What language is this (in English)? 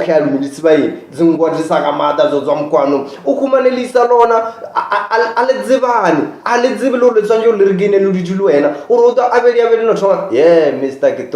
Northern Sotho